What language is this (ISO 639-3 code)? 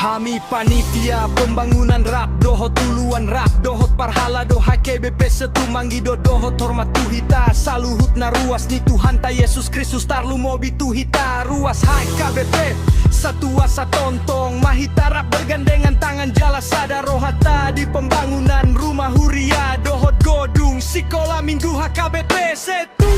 bbc